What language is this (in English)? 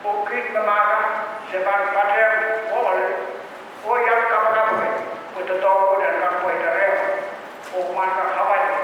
Pohnpeian